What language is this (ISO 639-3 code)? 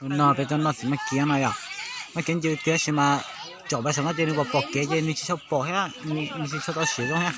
hmn